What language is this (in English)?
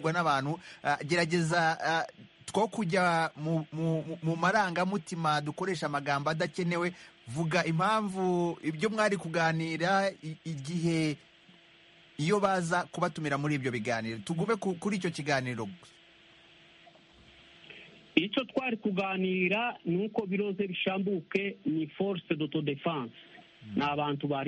Kinyarwanda